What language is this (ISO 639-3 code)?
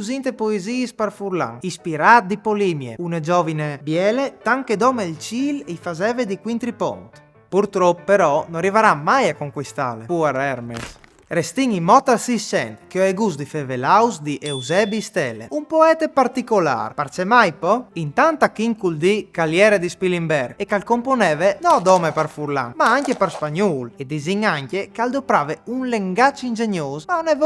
fur